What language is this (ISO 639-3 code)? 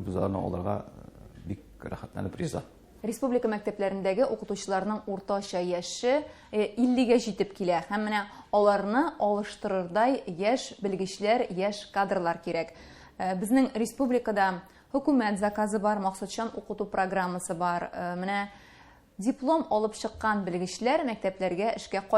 tat